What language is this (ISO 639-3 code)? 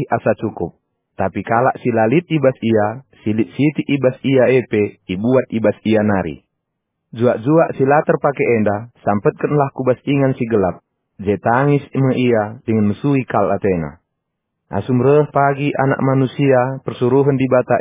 btx